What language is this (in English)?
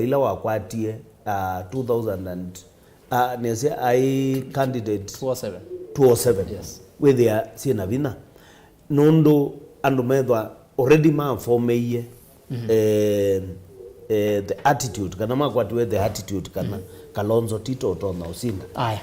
Kamba